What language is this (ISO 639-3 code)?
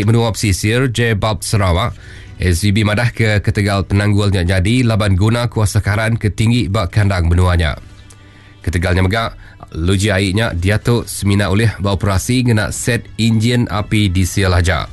iba